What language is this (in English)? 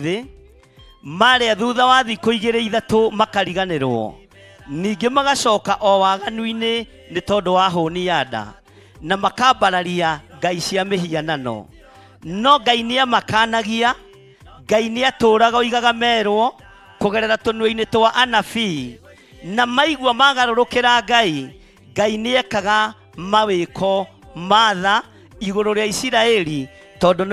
Kikuyu